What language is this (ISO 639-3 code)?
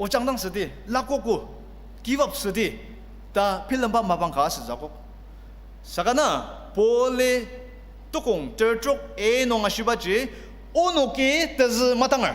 njo